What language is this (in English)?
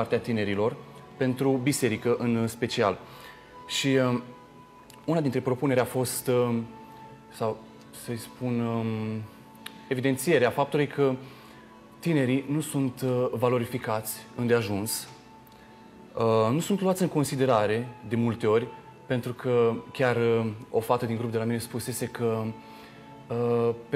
Romanian